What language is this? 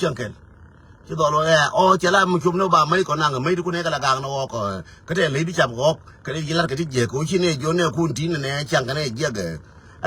Nuer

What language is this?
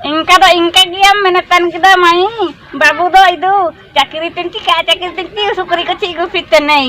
Ho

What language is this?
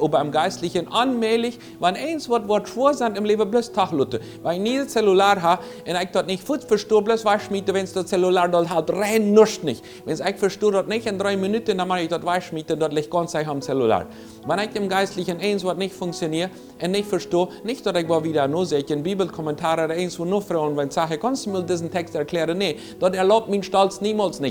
Plautdietsch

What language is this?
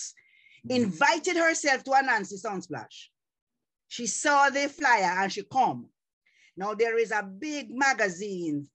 Jamaican Creole English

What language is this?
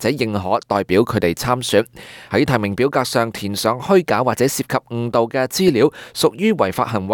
Cantonese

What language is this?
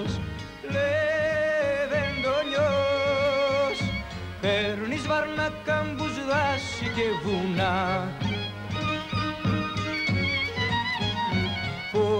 Greek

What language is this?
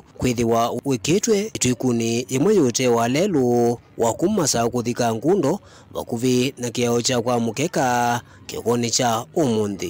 Kamba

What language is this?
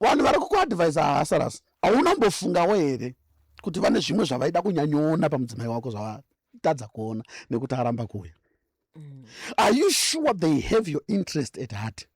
Shona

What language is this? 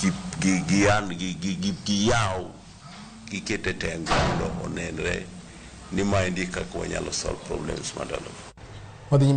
Luo (Kenya and Tanzania)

